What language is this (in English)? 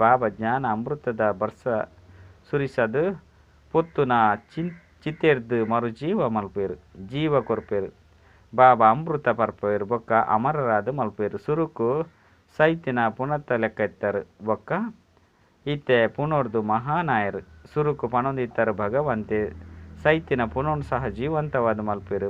Tulu